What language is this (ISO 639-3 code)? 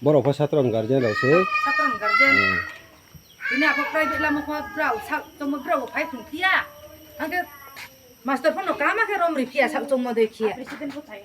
ria